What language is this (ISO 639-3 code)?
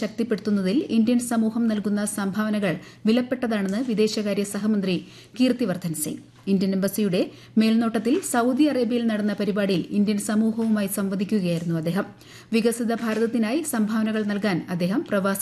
mal